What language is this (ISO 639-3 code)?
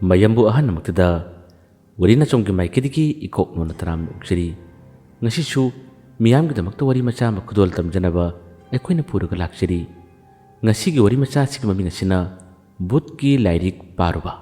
mni